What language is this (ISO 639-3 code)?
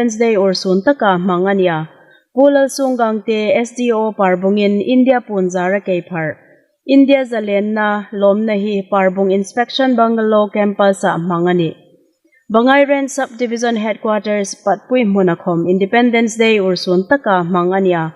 hmr